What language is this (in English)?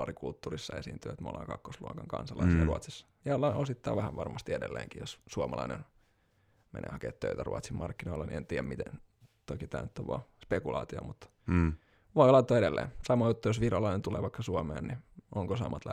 Finnish